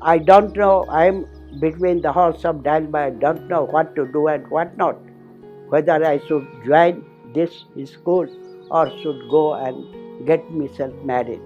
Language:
Maithili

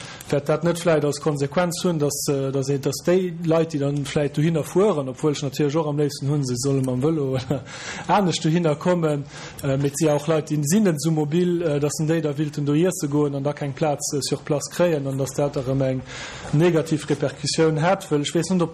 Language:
Luxembourgish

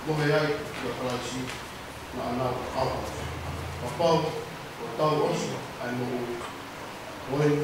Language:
Tongan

